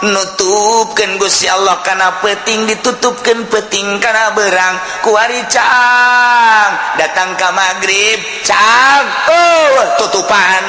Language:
Sundanese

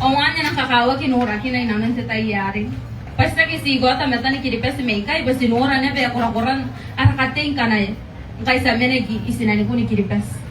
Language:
Gilbertese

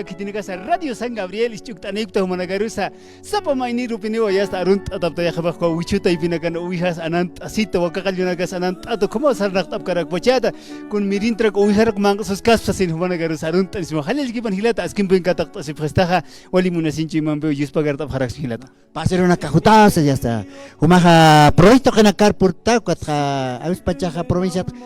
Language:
Aymara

